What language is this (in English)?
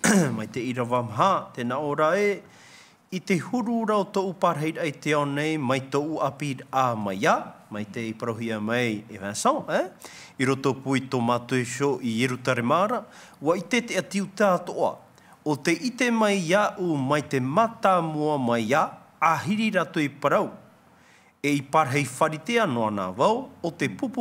Tahitian